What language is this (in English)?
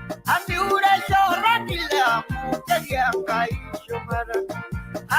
Masai